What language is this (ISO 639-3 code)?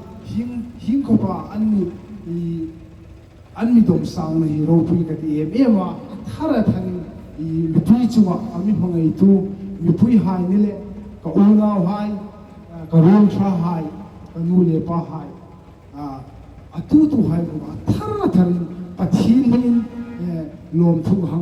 hmr